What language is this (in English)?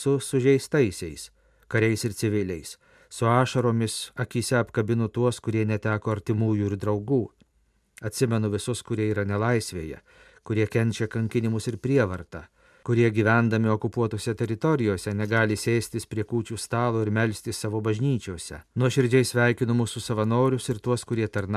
Lithuanian